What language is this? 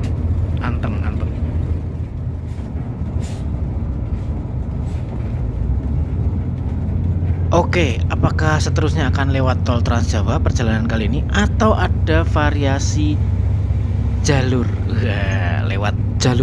Indonesian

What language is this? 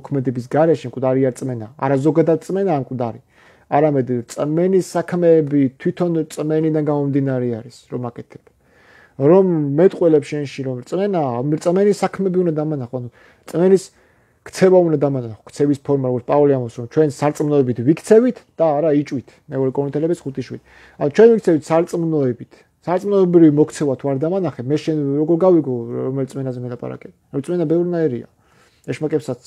Georgian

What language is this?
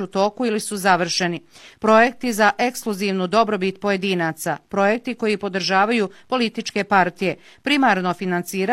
Bosnian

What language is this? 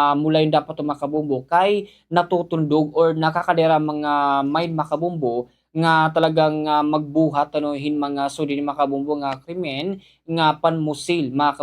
Waray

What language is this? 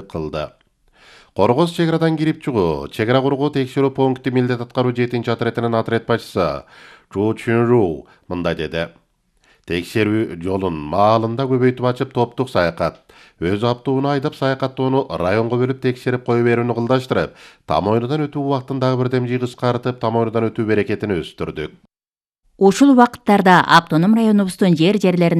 Kyrgyz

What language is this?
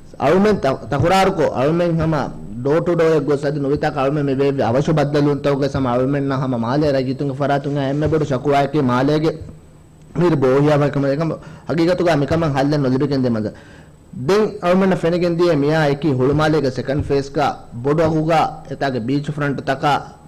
Divehi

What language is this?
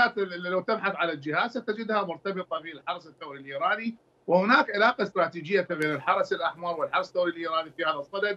Mesopotamian Arabic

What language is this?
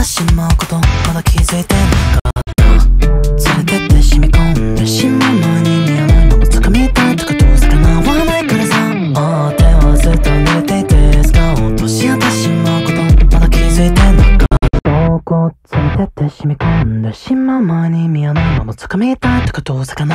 Japanese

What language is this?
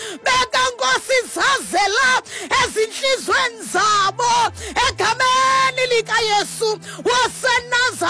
Xhosa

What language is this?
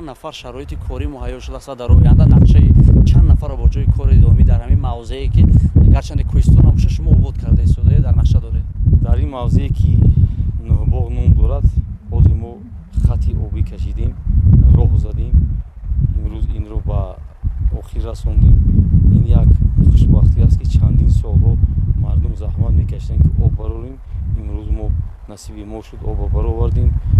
Tajik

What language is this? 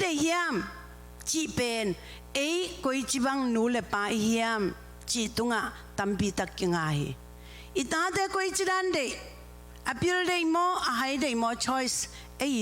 Tedim Chin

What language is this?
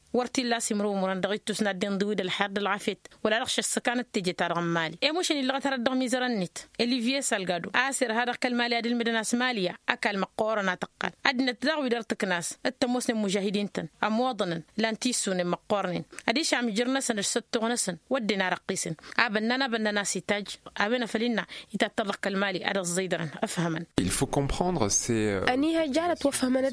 Tamasheq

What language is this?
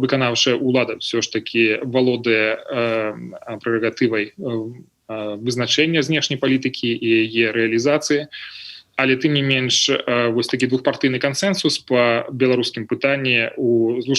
Belarusian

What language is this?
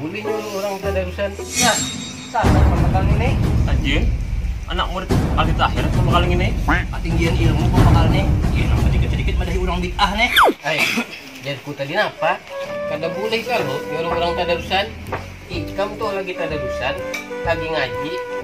Banjar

